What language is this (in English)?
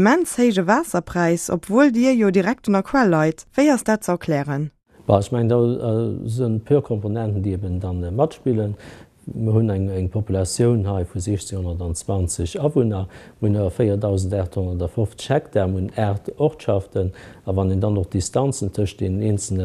Luxembourgish